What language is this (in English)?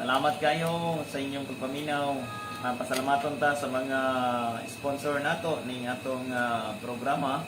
Cebuano